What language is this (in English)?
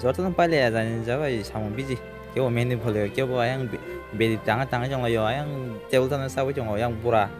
Kok Borok